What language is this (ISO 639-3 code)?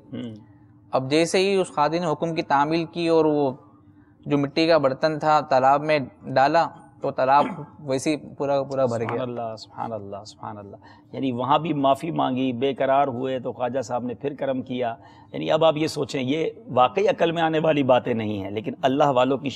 urd